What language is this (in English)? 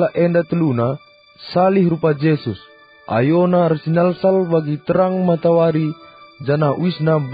Batak Karo